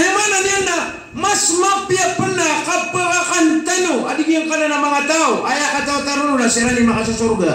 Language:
Maranao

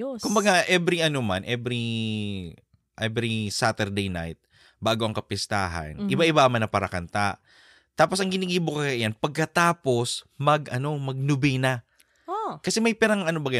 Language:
Bikol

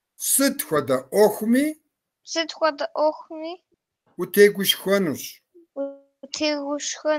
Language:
Kabardian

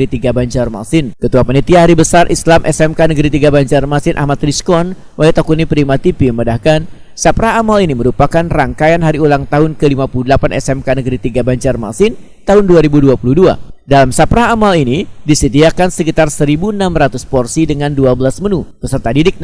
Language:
Banjar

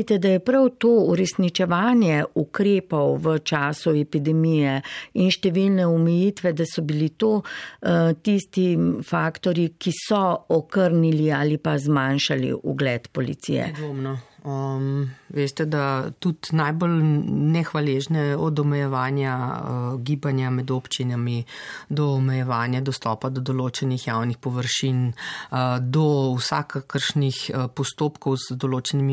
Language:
Slovenian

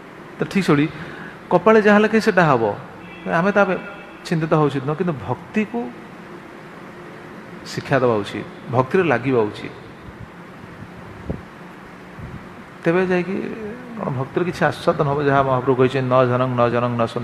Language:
Odia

